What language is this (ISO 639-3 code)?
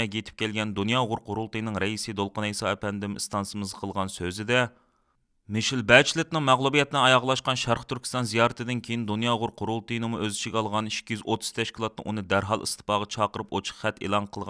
uig